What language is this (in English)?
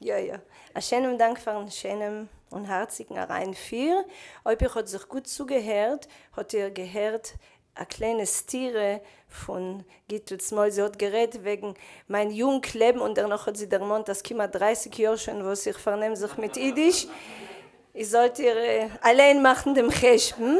Yiddish